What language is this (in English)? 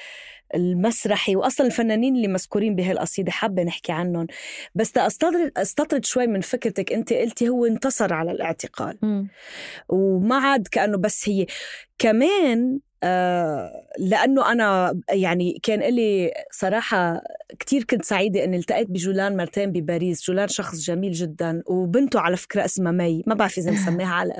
North Levantine Arabic